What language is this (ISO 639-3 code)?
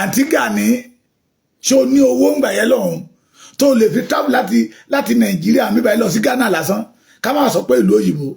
yor